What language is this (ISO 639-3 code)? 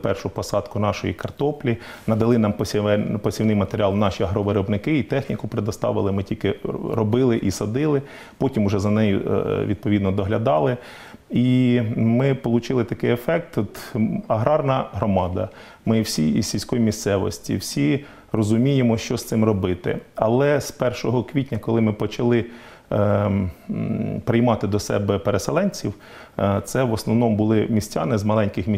ukr